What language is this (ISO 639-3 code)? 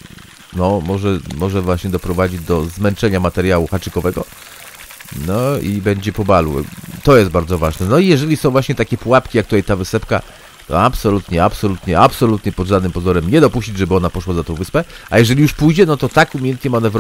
pol